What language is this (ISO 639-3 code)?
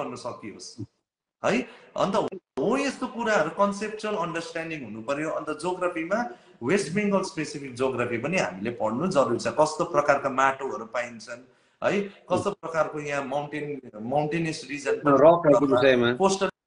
nep